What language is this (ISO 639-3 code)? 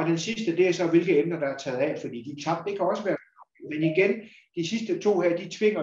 dan